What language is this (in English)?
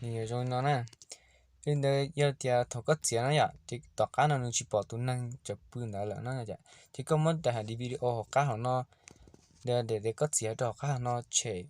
Hmong